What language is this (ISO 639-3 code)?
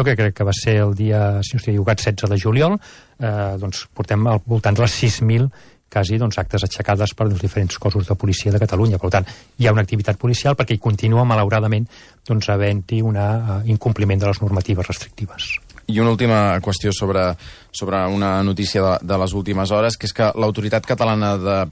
cat